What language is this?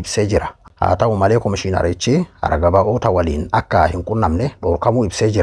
Oromo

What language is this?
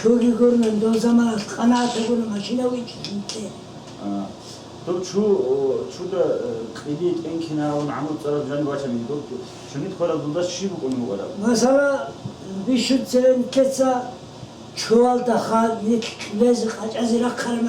Avaric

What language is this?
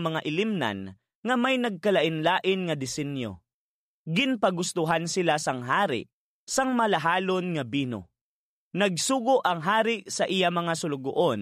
Hiligaynon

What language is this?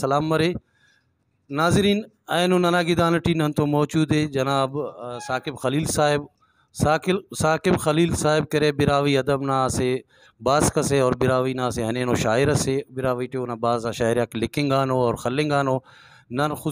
Brahui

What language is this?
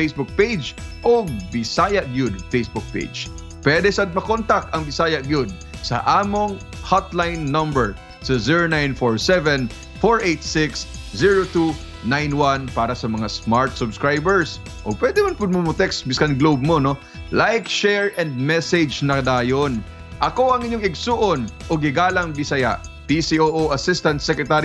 Cebuano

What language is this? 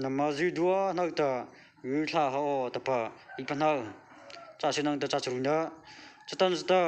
Mara Chin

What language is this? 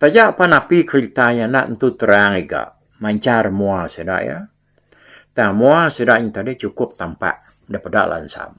Iban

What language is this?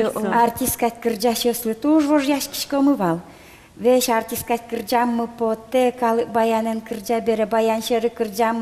Udmurt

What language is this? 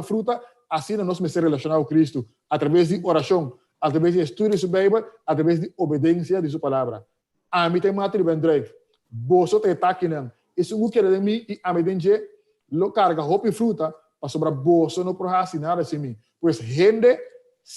Papiamento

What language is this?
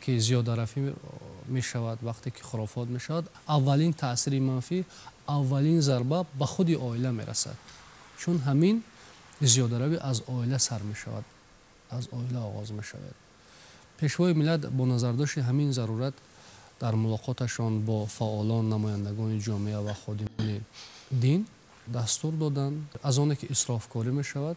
Tajik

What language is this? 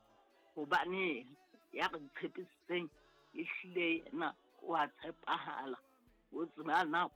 Southern Sotho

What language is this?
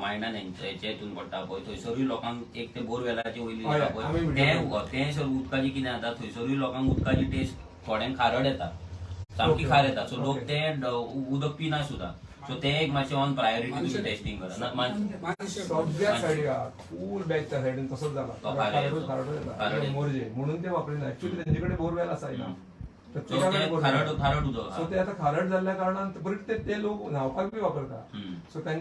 Konkani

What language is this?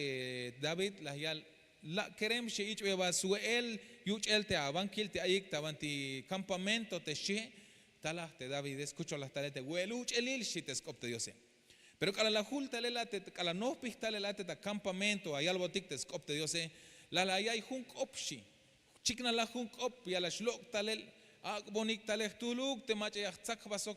Tzeltal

